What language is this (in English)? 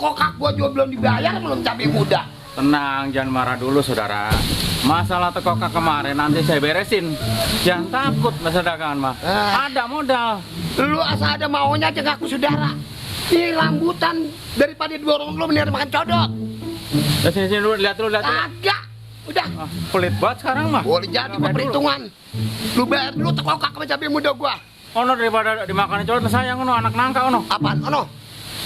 Betawi